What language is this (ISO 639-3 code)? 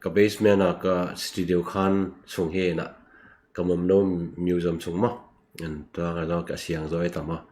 ctd